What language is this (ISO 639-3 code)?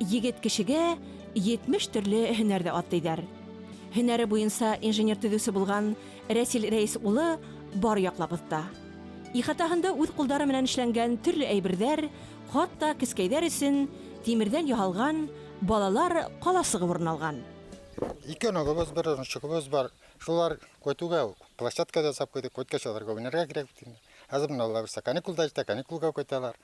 bak